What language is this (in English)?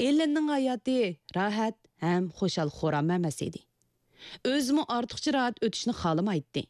Uyghur